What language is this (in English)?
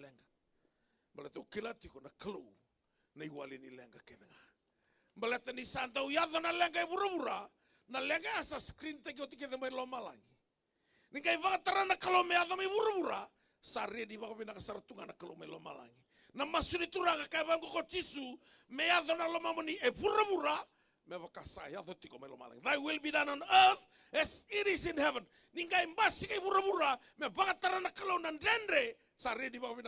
Fijian